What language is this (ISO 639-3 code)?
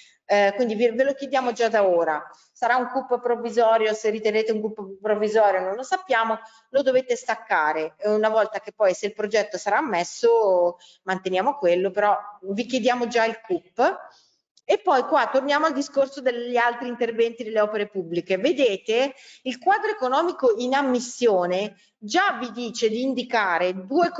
ita